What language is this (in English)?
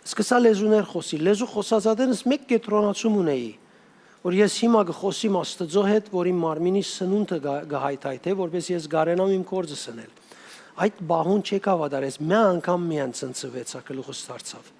Western Armenian